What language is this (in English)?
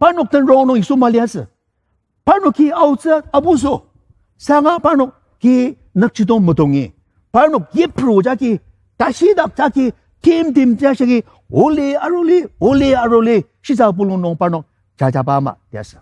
Ao Naga